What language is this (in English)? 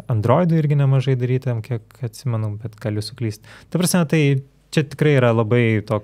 Lithuanian